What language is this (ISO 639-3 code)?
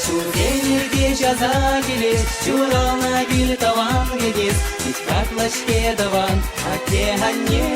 chv